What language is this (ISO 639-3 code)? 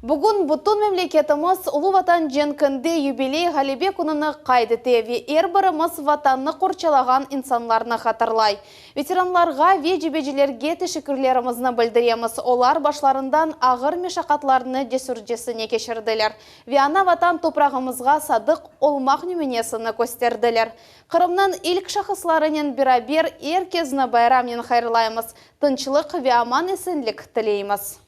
crh